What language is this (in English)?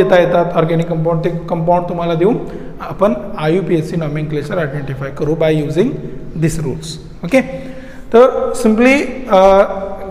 Marathi